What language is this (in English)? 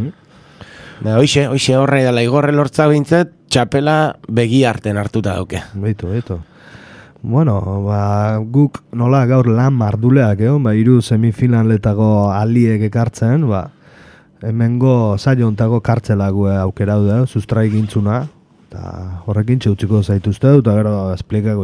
Basque